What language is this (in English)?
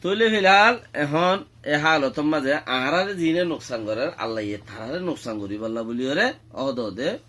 Rohingya